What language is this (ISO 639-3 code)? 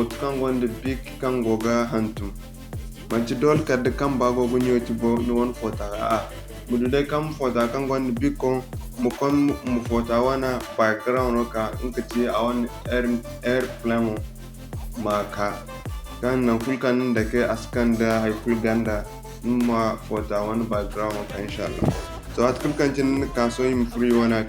dje